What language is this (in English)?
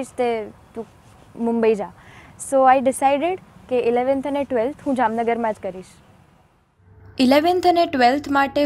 Gujarati